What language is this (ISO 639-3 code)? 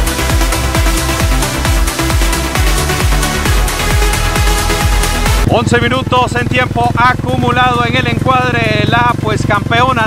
spa